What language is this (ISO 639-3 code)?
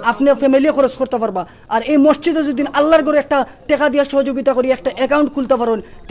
syl